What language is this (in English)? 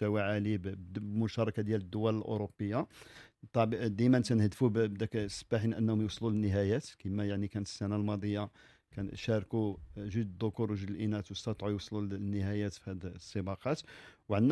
Moroccan Arabic